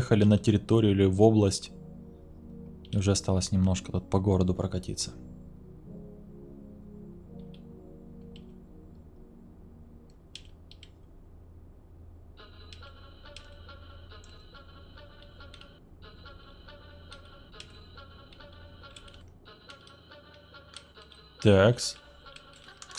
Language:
Russian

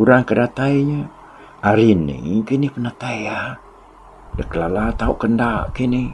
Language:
Iban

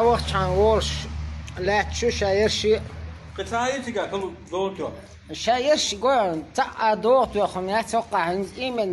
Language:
Chechen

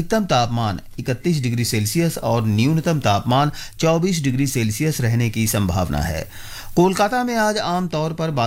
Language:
Hindi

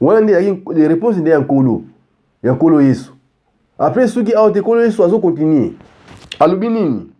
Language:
Lingala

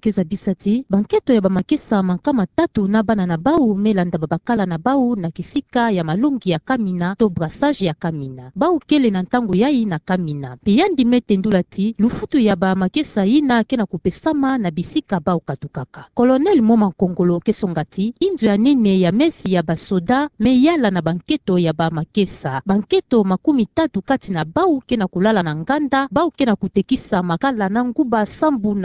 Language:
Kituba (Democratic Republic of Congo)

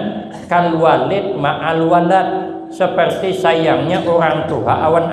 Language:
Banjar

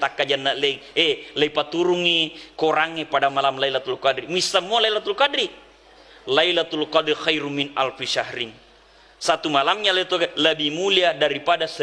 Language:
Buginese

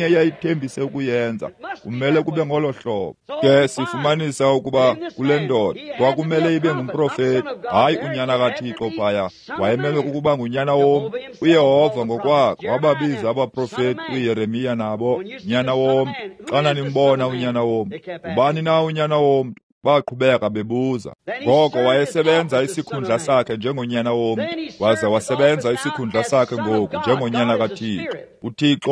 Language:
Xhosa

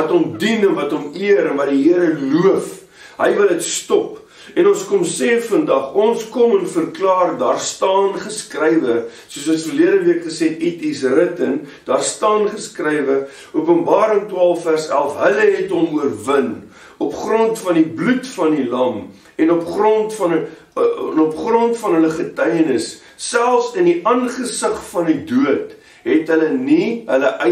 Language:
Afrikaans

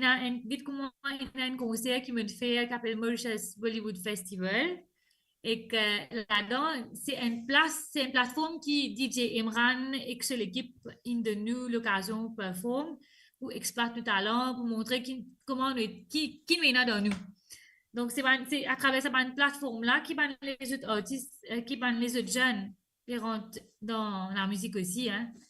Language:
Morisyen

